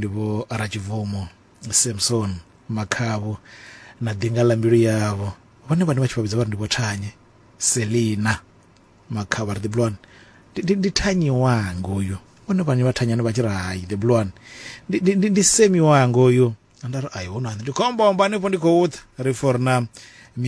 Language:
Venda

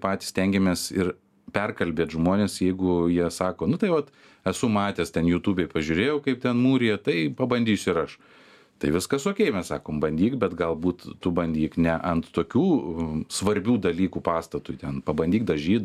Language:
Lithuanian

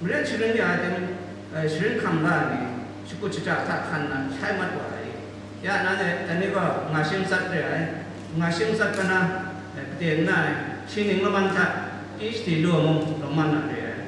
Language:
Kachin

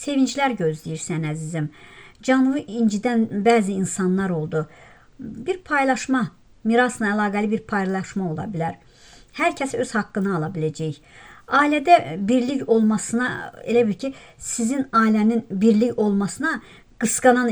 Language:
Azerbaijani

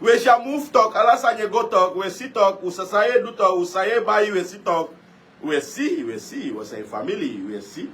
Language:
Sranan Tongo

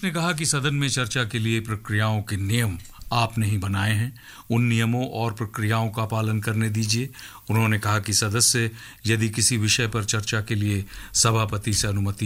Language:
Hindi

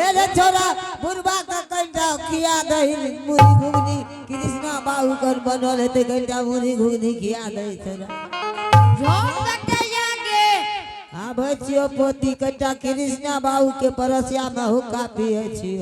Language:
Angika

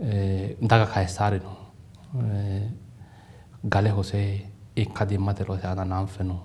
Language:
Sidamo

